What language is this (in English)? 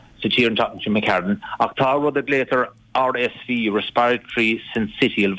Irish